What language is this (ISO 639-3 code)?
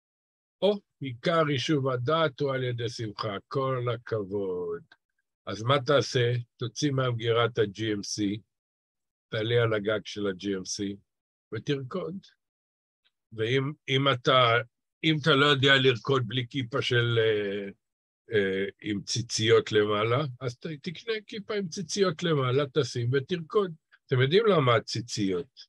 heb